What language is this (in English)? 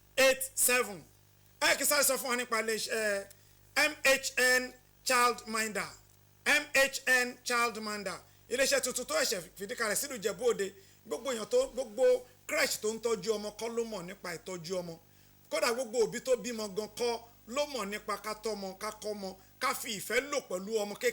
Yoruba